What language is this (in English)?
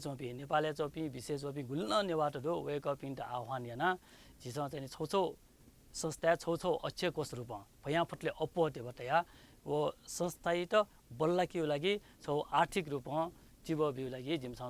Newari